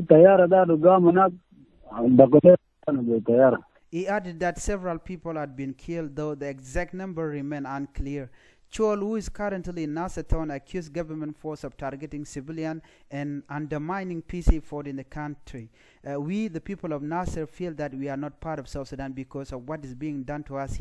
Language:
Nuer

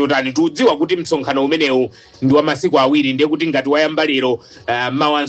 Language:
Nyanja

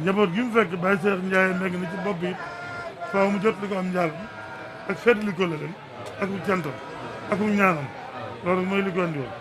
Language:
Wolof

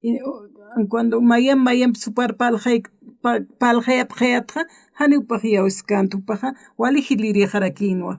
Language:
Aymara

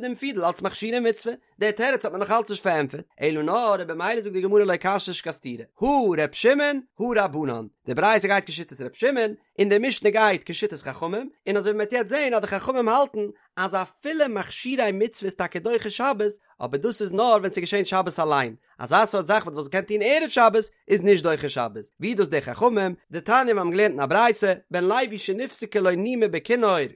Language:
Yiddish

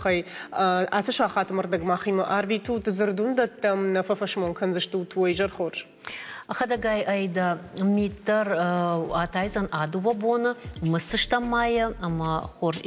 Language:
Ossetic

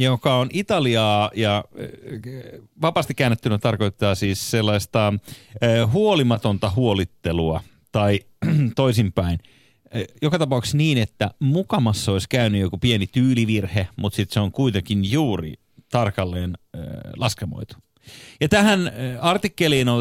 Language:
Finnish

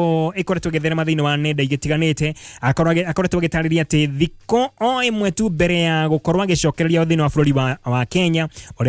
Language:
Kikuyu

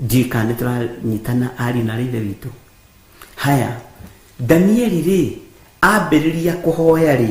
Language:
Kikuyu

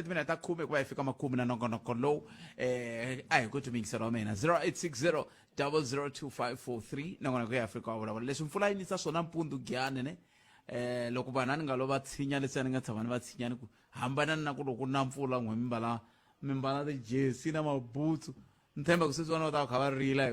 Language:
Tsonga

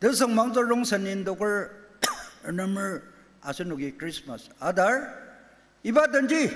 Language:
Ao Naga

